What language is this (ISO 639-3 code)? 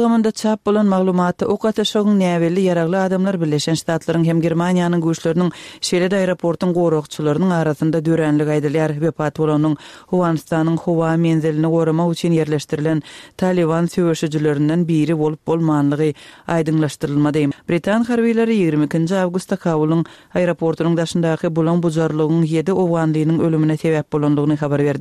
tuk